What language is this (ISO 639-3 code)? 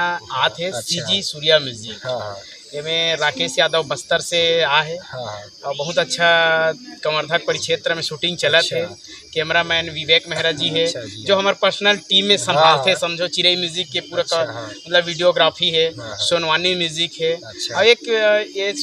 hne